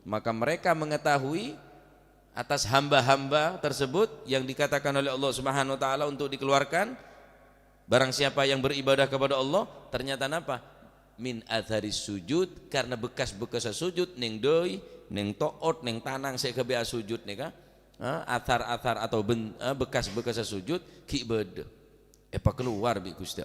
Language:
Madurese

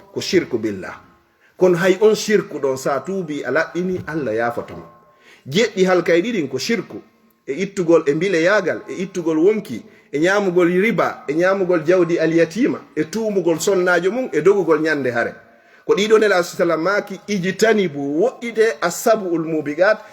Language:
Fula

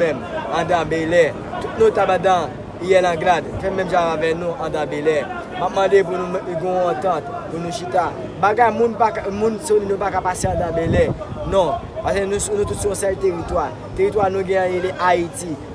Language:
Haitian Creole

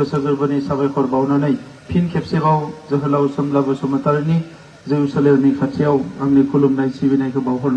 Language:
Bodo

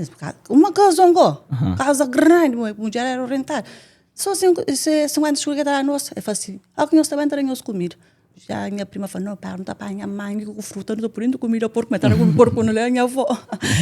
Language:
Kabuverdianu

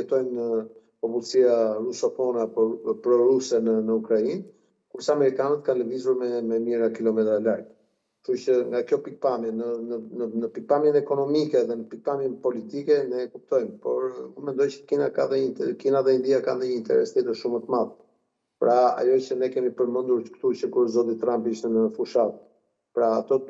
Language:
Albanian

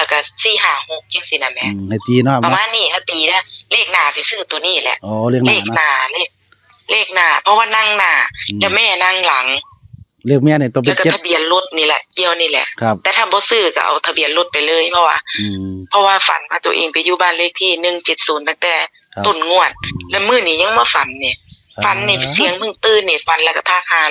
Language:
Northeastern Thai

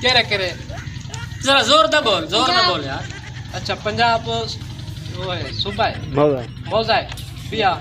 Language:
Saraiki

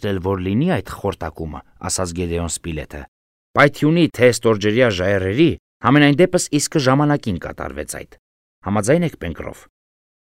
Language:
Armenian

